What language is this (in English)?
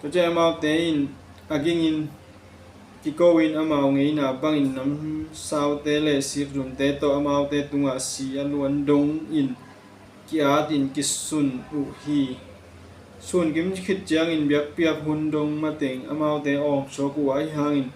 Tedim Chin